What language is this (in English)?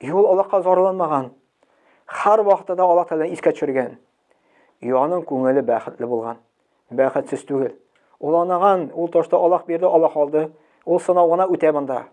Tatar